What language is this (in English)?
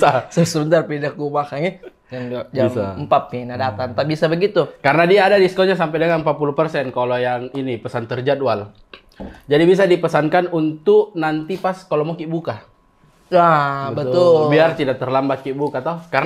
Makassar Malay